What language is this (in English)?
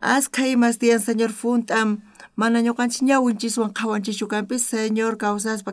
South Bolivian Quechua